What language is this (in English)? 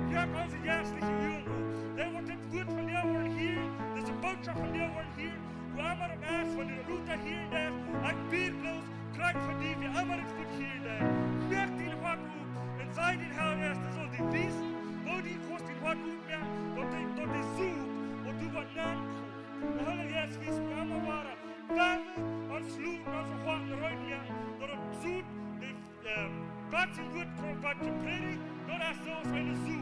Plautdietsch